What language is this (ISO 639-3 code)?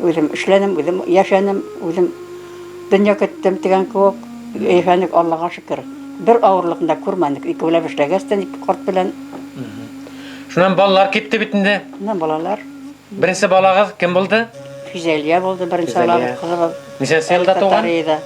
bak